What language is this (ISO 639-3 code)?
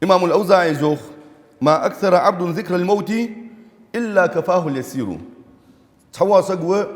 inh